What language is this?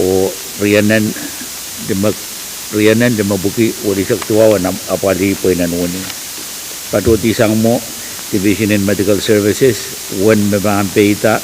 Pohnpeian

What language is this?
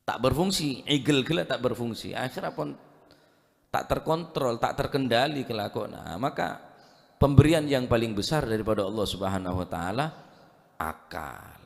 Madurese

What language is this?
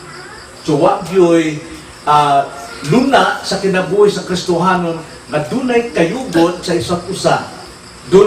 Cebuano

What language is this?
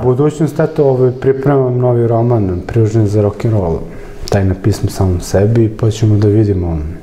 Serbian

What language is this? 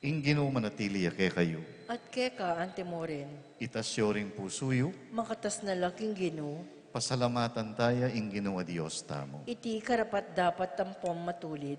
Pampanga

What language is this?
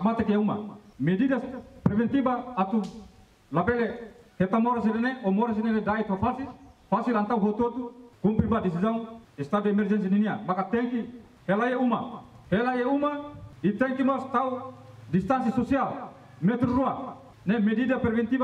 Tetum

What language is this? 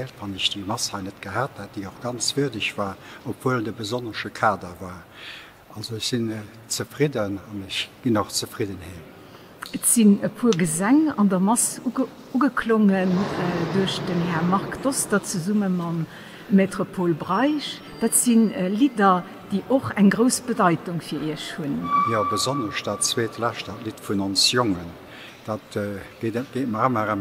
Luxembourgish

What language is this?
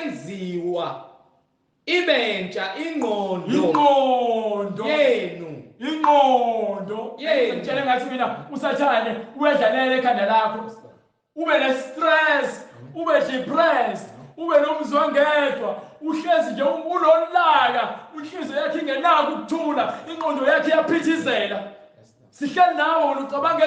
Zulu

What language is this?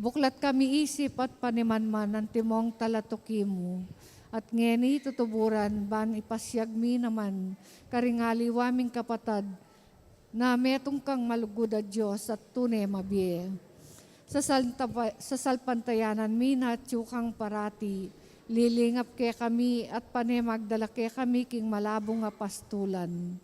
Pampanga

